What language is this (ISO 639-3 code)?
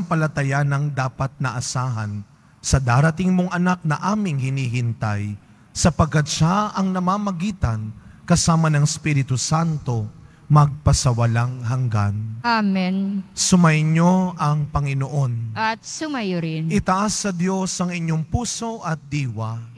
fil